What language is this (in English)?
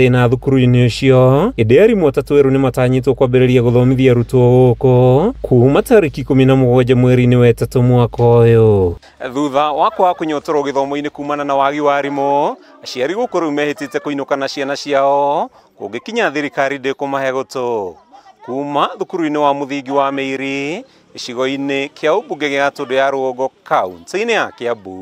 Kikuyu